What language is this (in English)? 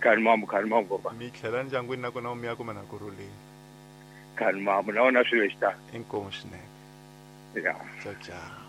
Tsonga